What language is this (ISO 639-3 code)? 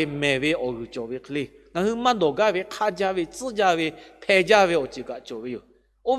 lhu